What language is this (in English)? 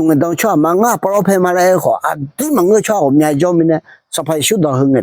Akha